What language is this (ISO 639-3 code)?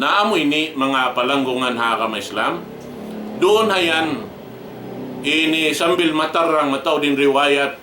tsg